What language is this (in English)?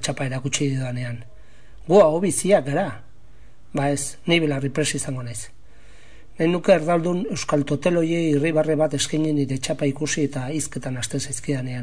Basque